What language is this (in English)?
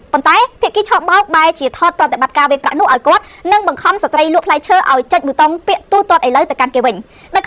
Khmer